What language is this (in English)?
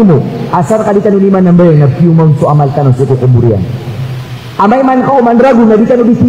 Maranao